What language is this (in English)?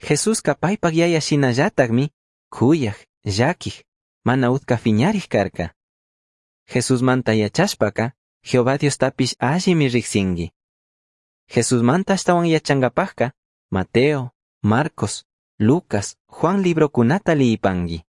Chimborazo Highland Quichua